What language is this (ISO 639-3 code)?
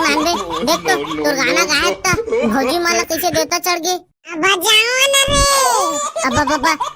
hne